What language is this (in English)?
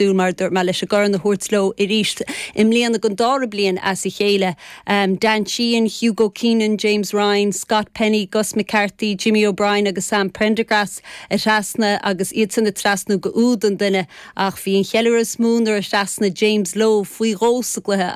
Irish